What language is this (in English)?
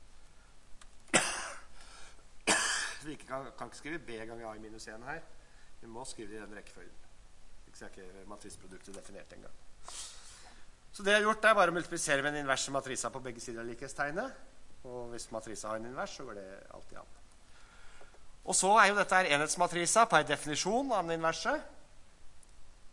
Norwegian